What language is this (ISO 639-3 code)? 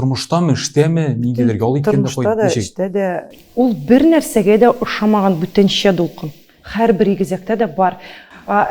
tat